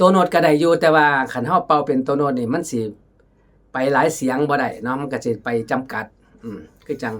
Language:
Northeastern Thai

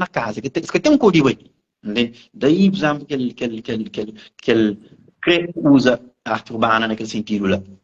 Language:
Kabuverdianu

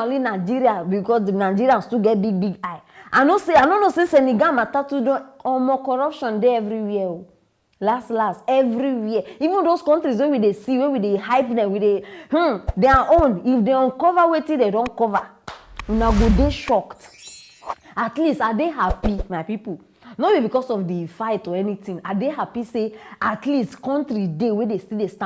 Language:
Nigerian Pidgin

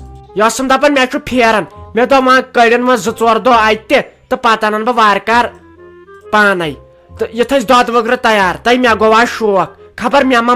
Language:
Kashmiri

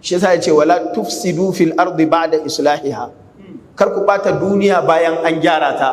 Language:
Hausa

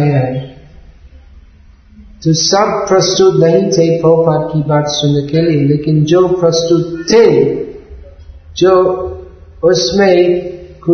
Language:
Hindi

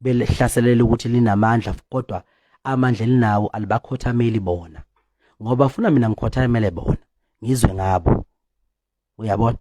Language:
Zulu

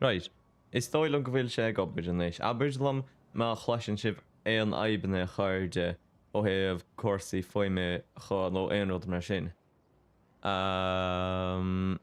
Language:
Irish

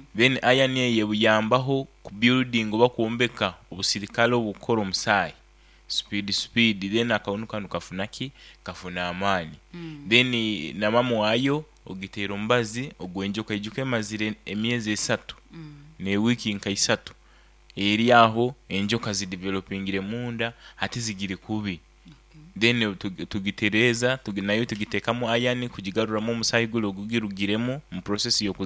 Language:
Nyankole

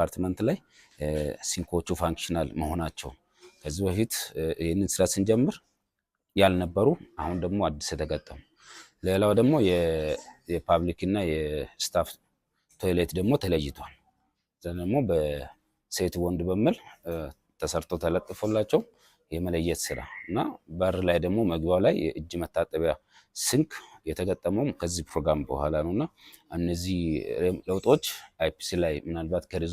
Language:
Amharic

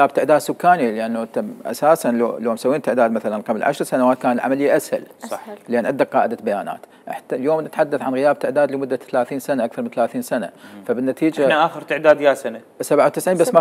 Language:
Mesopotamian Arabic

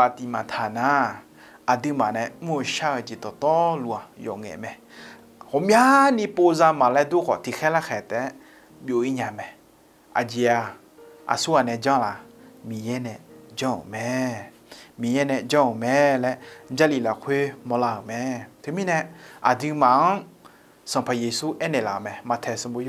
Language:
Akha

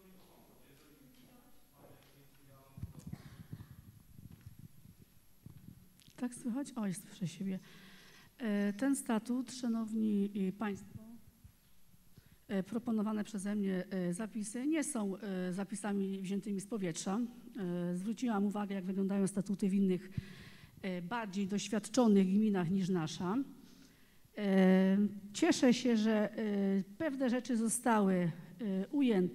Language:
Polish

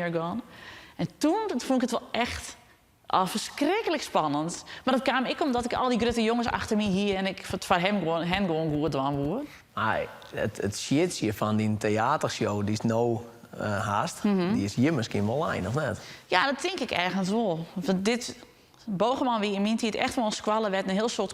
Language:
Western Frisian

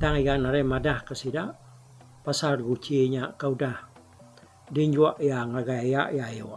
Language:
Iban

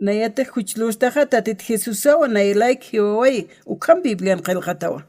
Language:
Aymara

